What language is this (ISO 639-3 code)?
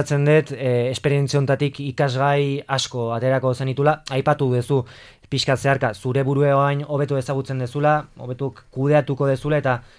eus